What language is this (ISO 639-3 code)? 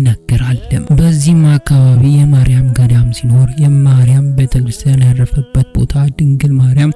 amh